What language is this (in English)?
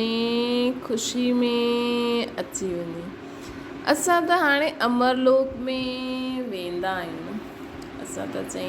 Sindhi